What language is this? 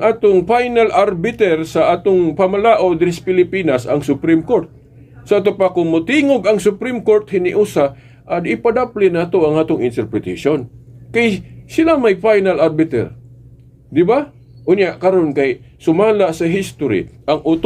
Cebuano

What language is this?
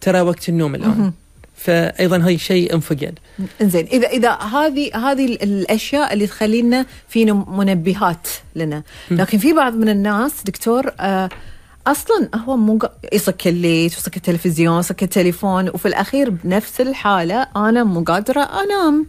Gulf Arabic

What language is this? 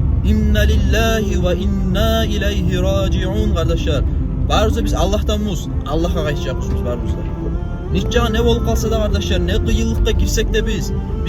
Kumyk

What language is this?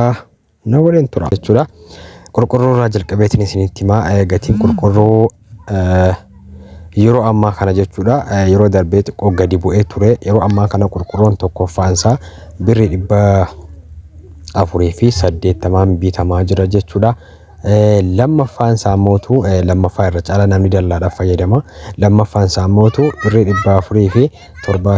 Oromo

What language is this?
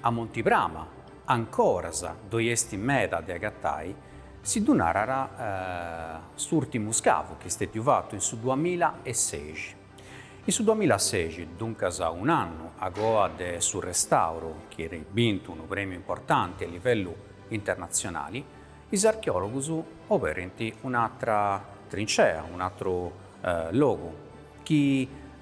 Sardinian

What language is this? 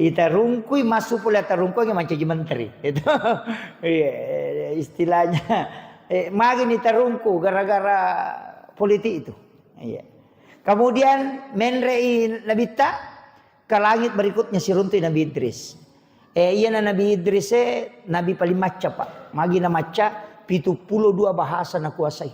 Buginese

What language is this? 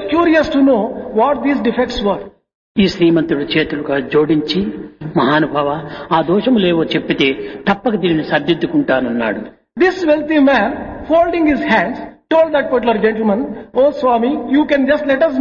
Telugu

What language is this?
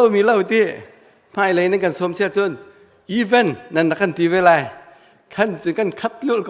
Hakha Chin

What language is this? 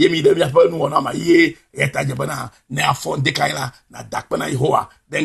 Ewe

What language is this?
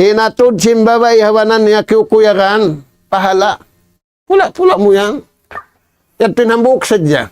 Tausug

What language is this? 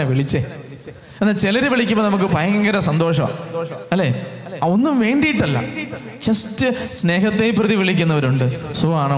Malayalam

